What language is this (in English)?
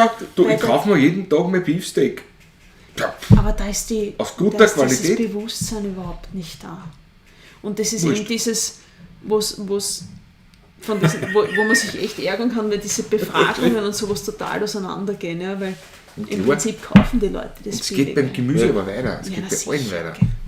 Bavarian